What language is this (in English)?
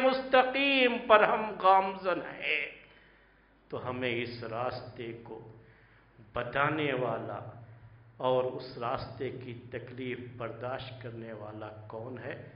Urdu